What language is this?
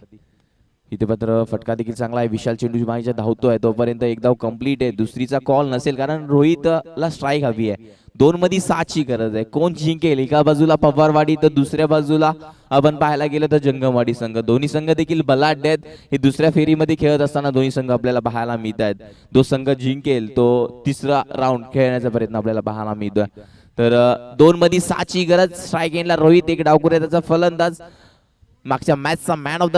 Marathi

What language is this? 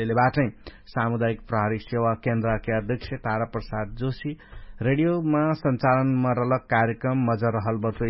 Dangaura Tharu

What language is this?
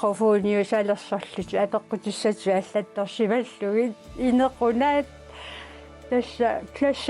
Kalaallisut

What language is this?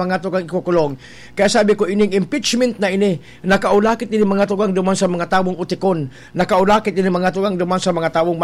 Bikol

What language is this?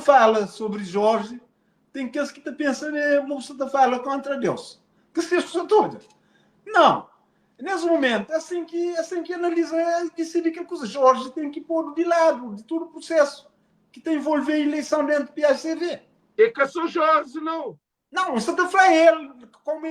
Kabuverdianu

